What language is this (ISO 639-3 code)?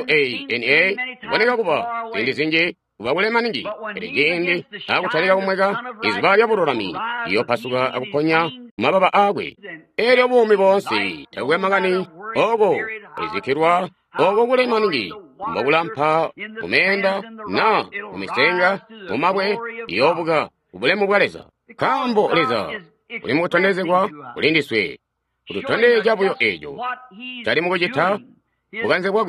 toi